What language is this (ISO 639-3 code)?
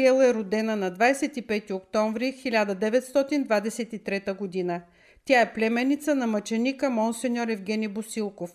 bul